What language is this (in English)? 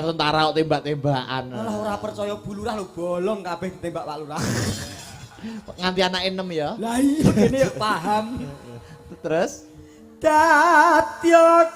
Javanese